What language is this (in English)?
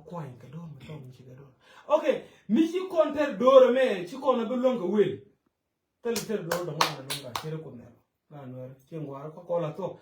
Nuer